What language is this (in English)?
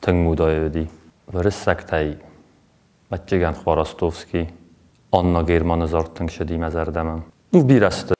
Ossetic